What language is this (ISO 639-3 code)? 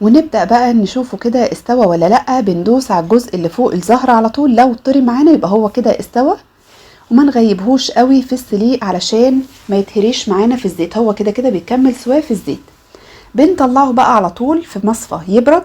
arz